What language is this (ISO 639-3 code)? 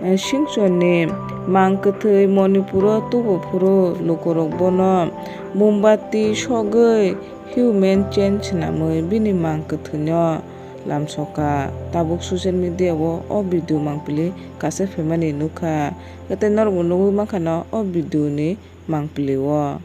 trp